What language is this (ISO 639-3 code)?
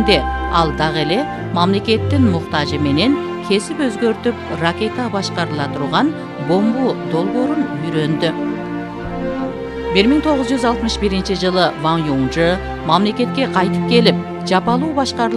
kir